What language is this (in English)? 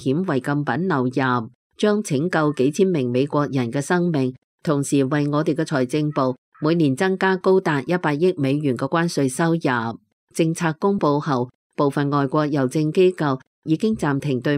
Cantonese